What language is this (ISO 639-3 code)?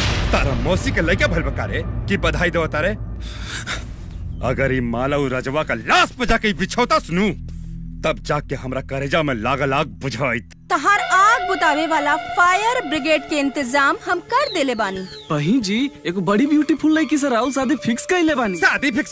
bho